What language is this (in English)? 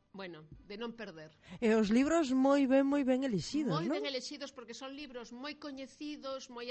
Galician